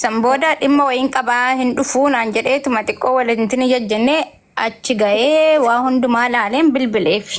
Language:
Oromo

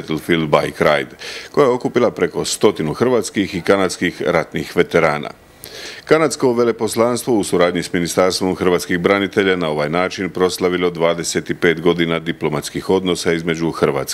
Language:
Croatian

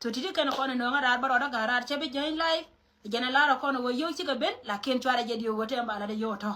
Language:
Nuer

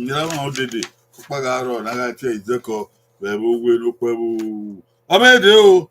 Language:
Bini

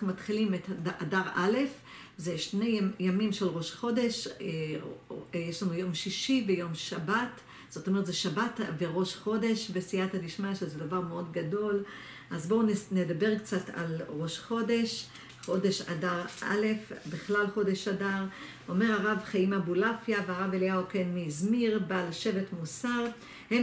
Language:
Hebrew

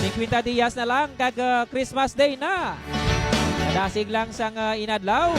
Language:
Hiligaynon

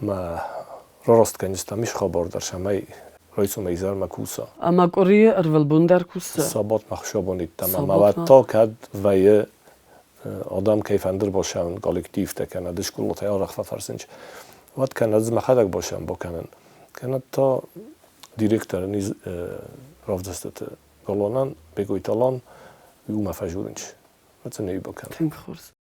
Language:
Ossetic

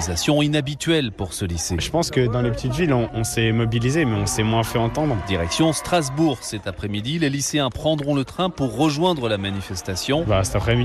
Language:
French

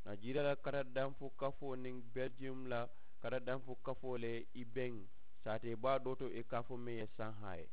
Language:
Mandingo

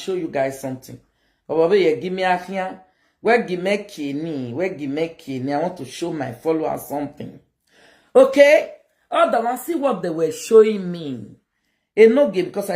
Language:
Nigerian Pidgin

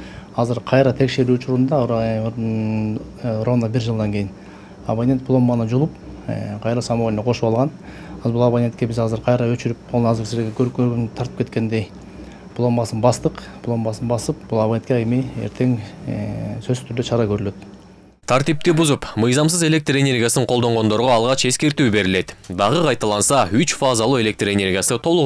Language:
Kyrgyz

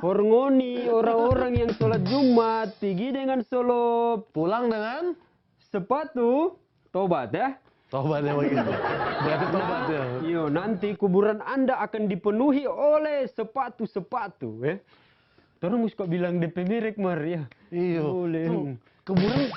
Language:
Manado Malay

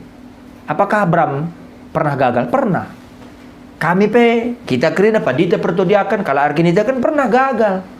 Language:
Batak Karo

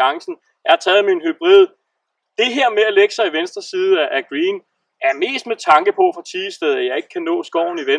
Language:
Danish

